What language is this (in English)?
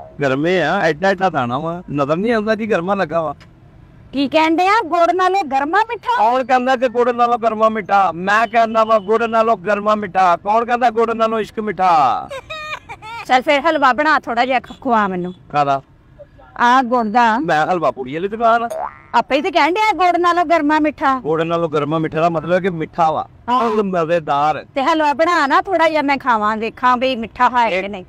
Punjabi